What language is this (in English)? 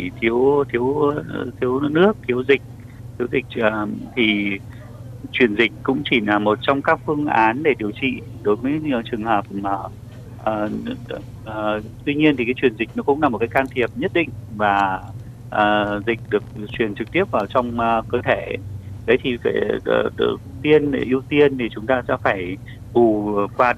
Vietnamese